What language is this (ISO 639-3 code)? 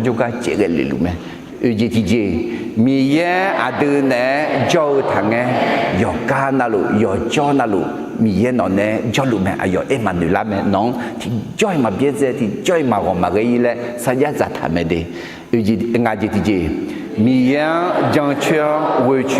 ahk